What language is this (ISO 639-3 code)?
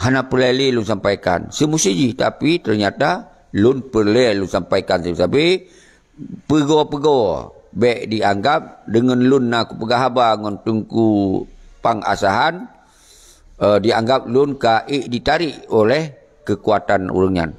ace